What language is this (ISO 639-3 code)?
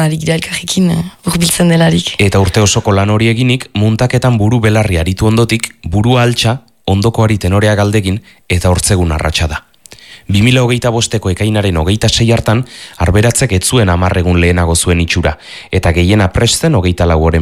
eus